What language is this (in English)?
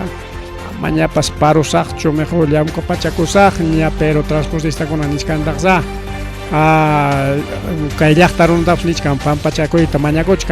Ayacucho Quechua